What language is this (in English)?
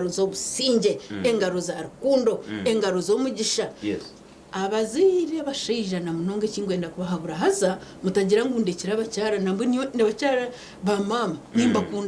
Nyankole